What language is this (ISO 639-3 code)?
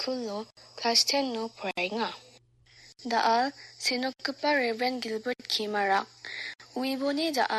grt